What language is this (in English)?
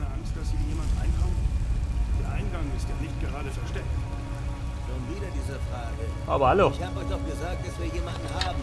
Bavarian